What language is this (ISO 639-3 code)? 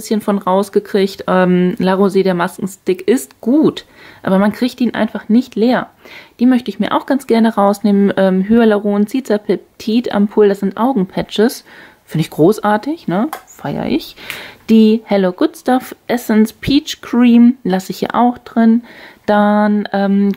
deu